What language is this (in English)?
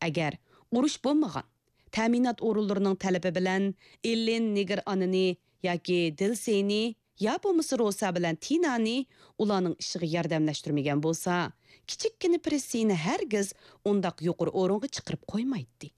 Uyghur